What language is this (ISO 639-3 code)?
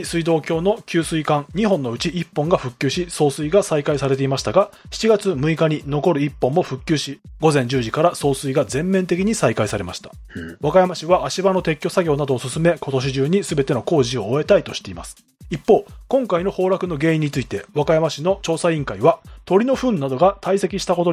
jpn